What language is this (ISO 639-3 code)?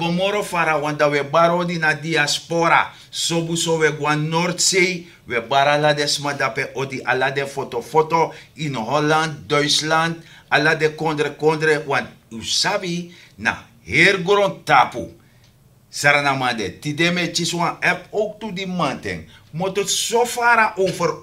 srn